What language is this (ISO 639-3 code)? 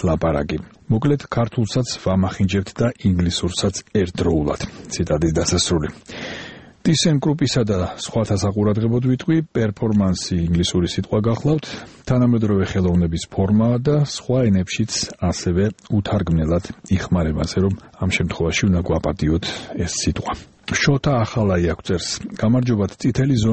kat